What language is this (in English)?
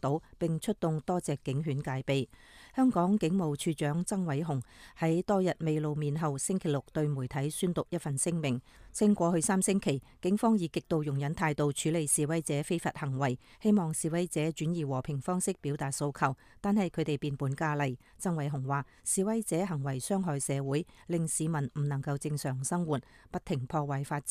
Cantonese